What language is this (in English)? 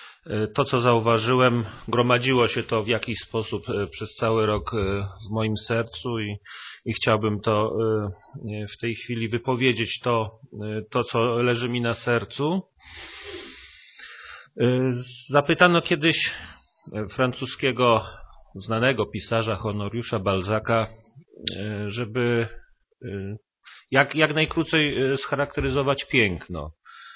Polish